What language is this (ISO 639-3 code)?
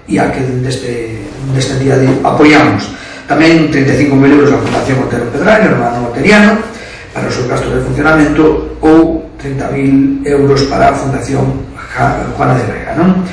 glg